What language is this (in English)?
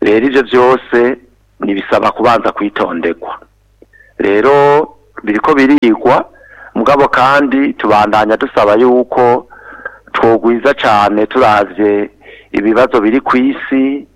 Rundi